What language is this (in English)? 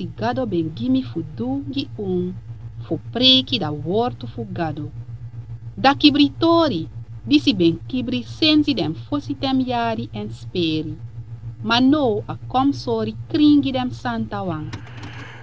Sranan Tongo